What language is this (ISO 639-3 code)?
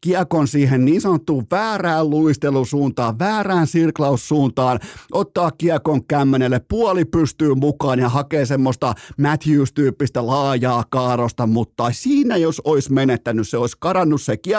fin